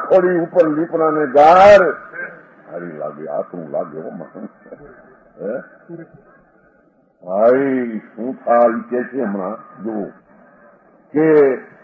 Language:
Gujarati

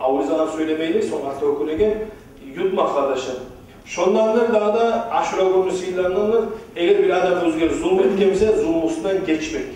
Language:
Kumyk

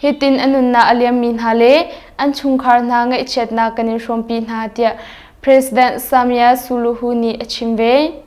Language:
Hakha Chin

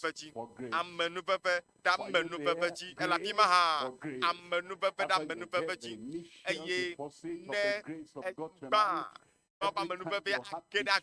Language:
Ewe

